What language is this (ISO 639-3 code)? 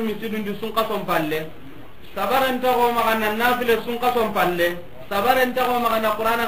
snk